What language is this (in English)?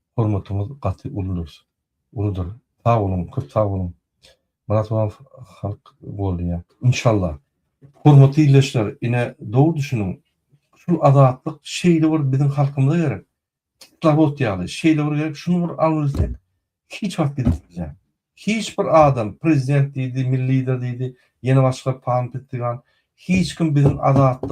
Turkmen